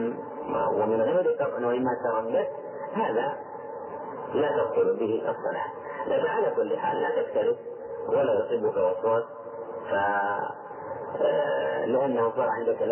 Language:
Arabic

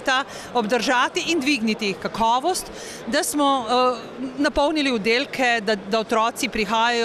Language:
Slovenian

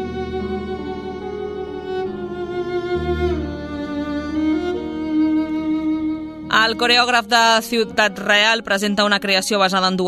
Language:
Catalan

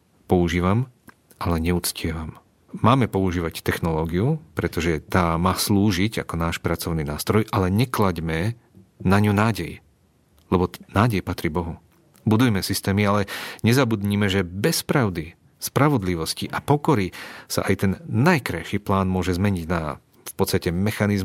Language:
Slovak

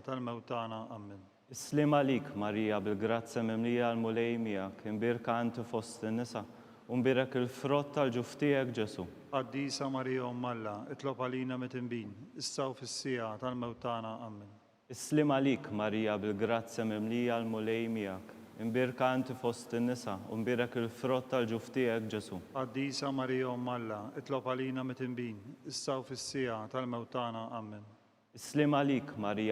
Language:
Maltese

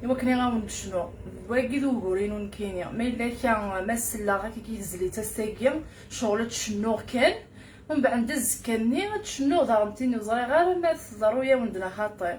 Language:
Kabyle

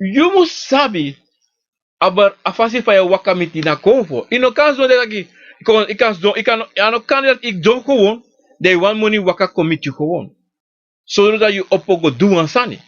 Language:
Sranan Tongo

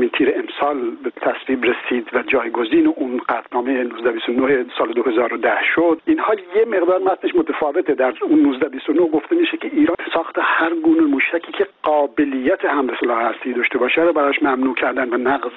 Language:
Persian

